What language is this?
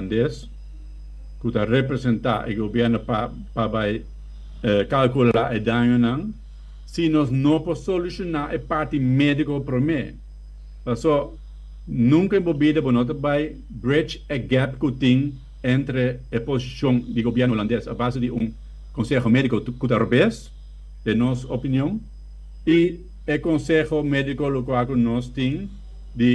Papiamento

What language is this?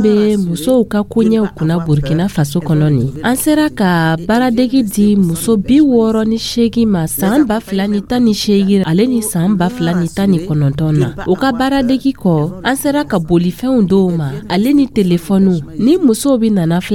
Dyula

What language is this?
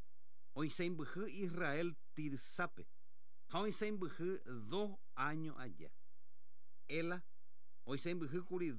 Guarani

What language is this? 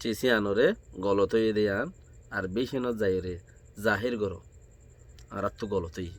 Rohingya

